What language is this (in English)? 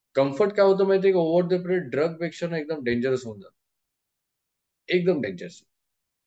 Marathi